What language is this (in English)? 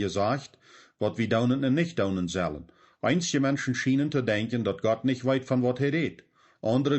Plautdietsch